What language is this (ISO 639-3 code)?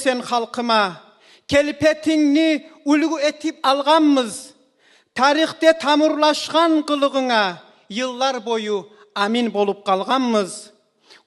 kum